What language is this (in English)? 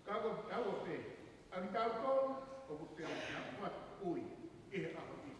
Tongan